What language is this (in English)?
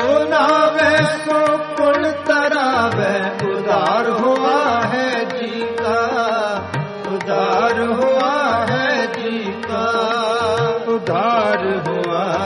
Punjabi